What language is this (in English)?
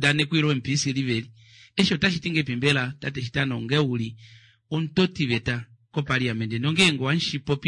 Kuanyama